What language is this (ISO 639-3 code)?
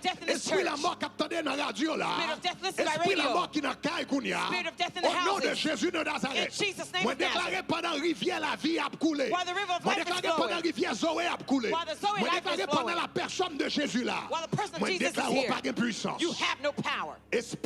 hat